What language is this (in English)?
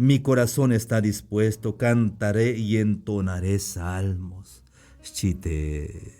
Tzeltal